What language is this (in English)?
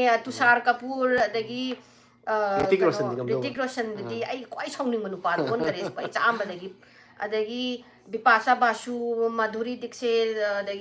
Manipuri